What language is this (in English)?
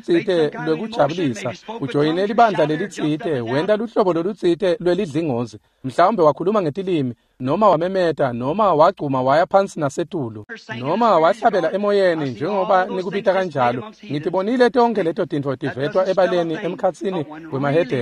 Swati